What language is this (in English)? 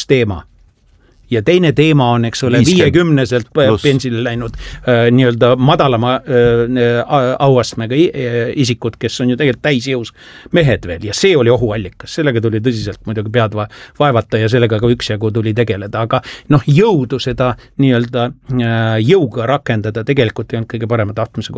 Estonian